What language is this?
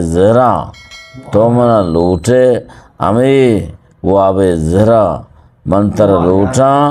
Eastern Balochi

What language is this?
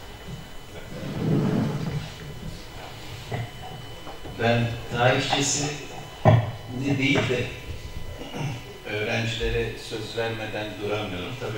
Turkish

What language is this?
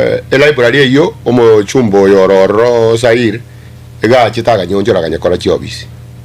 Gusii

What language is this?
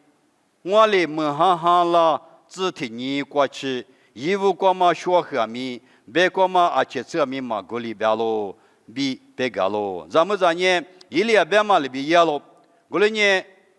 Lisu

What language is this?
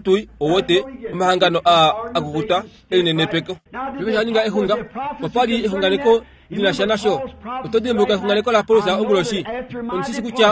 Kuanyama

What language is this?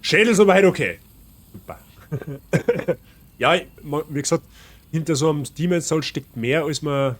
Bavarian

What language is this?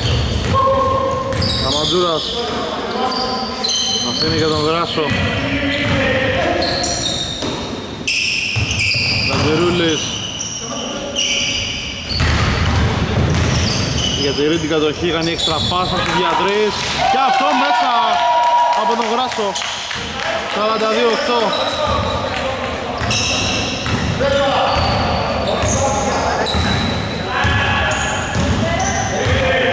Greek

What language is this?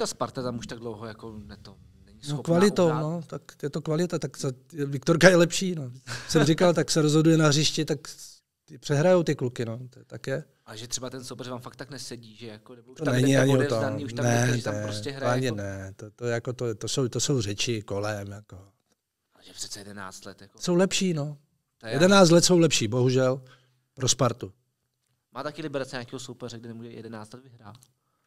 Czech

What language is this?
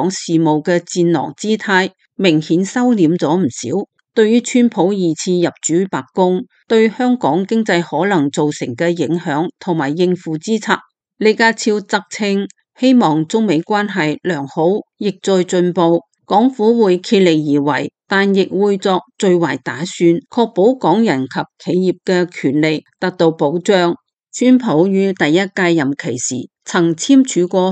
Cantonese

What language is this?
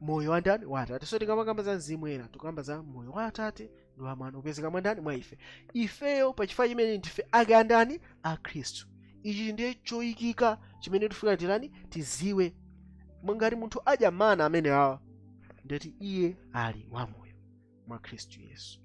Nyanja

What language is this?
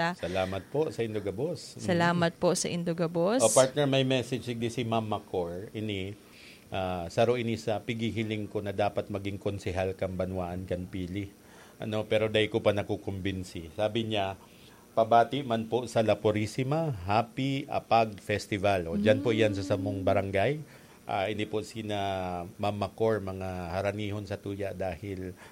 Bikol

